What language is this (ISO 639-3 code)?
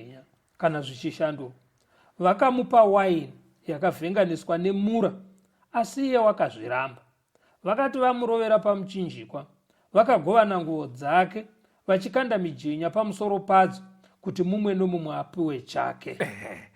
sna